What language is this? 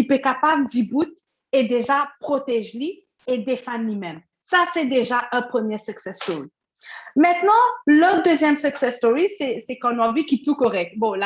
Morisyen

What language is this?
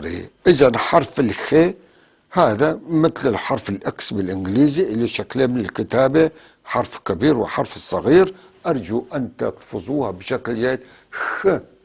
North Levantine Arabic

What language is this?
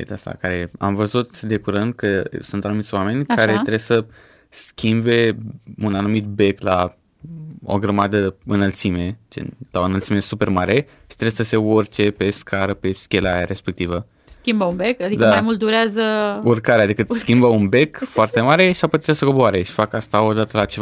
Romanian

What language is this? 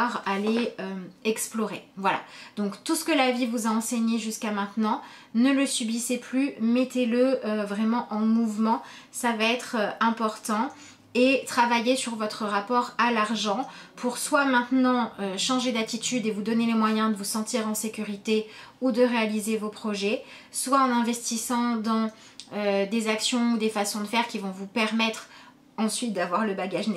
French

